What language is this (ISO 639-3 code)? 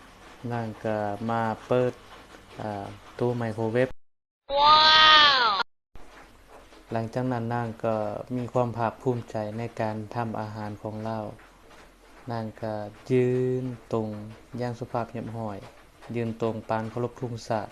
lao